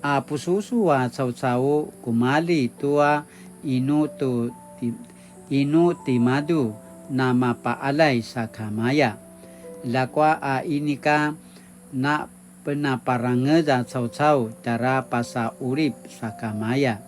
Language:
Paiwan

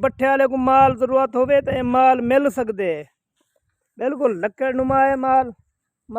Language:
Saraiki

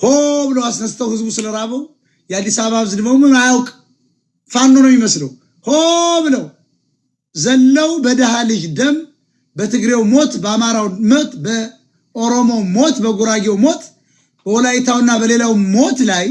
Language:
Amharic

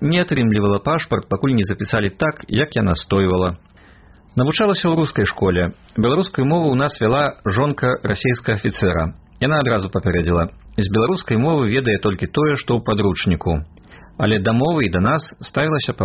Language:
Belarusian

